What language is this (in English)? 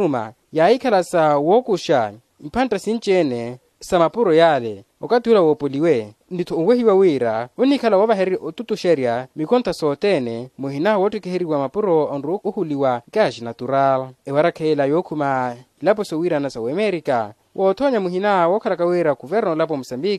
Makhuwa